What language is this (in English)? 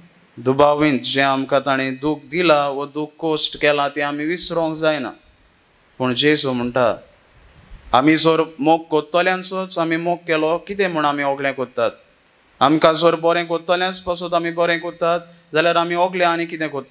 Konkani